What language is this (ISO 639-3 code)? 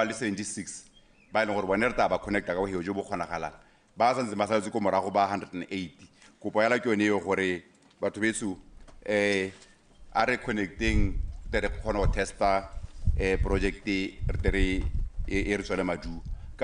tsn